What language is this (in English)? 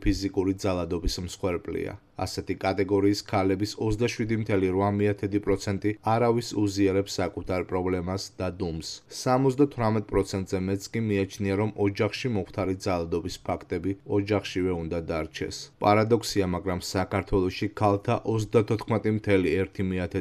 Georgian